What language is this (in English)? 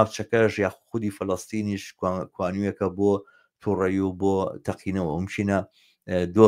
Central Kurdish